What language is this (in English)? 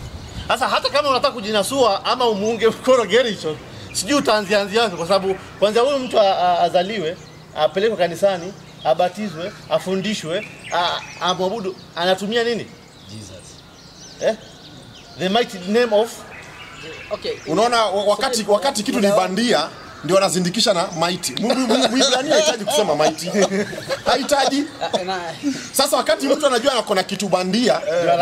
Swahili